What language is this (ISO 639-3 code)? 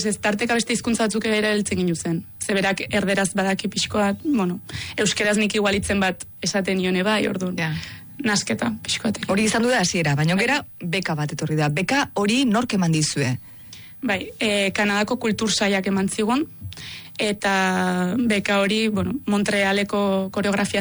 eus